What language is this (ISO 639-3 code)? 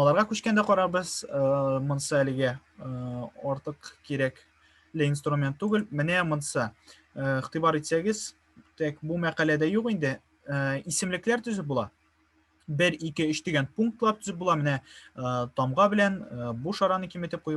tat